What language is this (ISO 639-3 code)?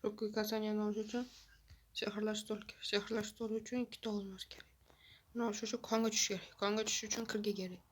uzb